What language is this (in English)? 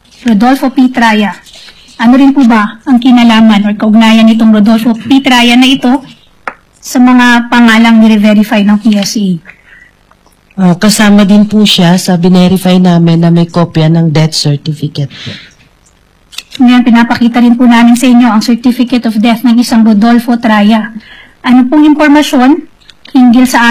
Filipino